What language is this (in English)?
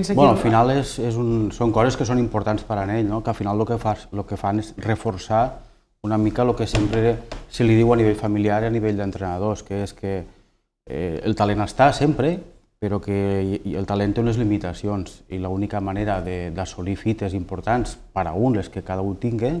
Catalan